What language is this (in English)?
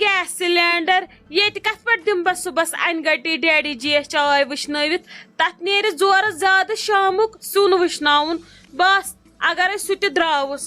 Kashmiri